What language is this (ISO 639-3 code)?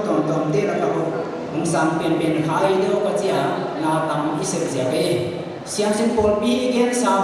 pck